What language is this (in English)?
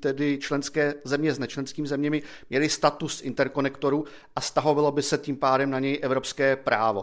Czech